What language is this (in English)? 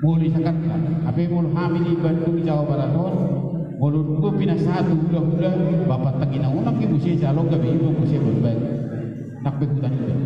Batak Toba